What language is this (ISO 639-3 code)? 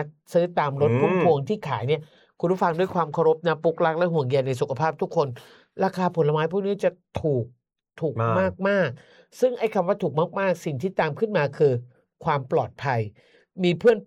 tha